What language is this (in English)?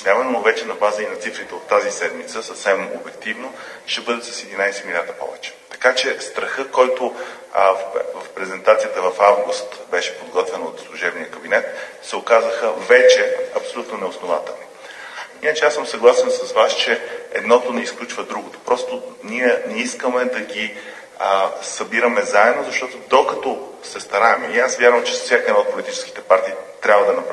Bulgarian